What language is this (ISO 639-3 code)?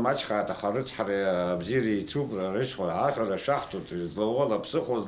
abk